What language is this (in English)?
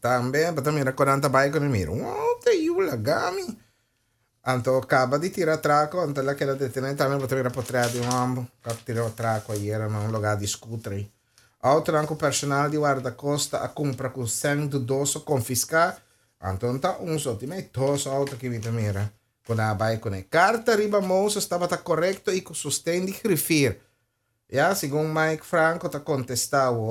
Papiamento